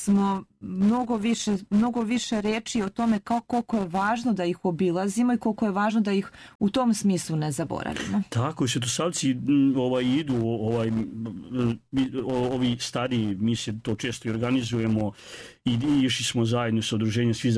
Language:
Serbian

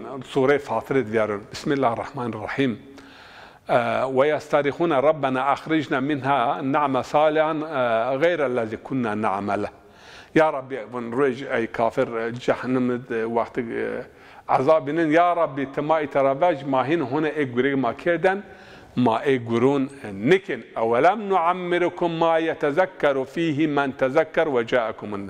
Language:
Zaza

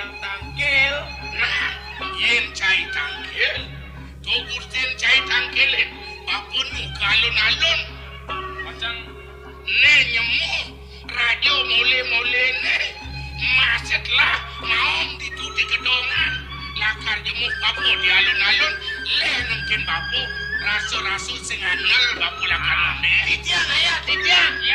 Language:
Balinese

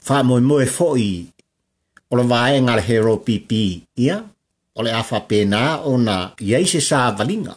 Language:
Samoan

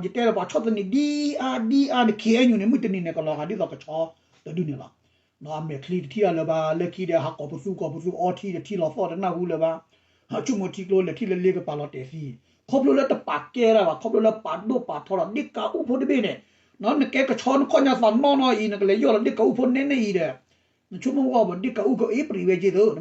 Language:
S'gaw Karen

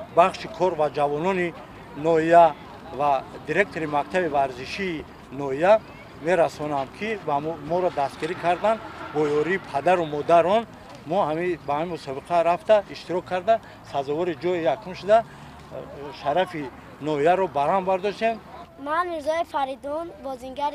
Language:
Tajik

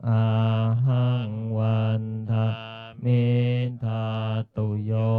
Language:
Pali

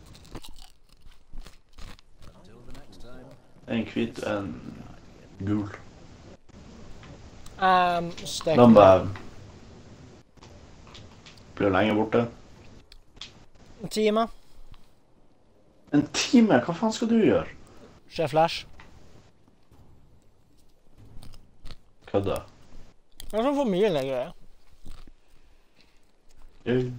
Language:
Norwegian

